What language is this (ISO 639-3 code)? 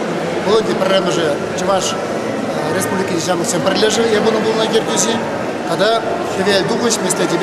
chv